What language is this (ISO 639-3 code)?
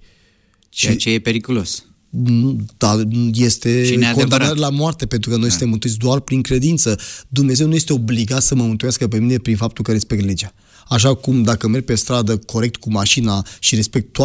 ron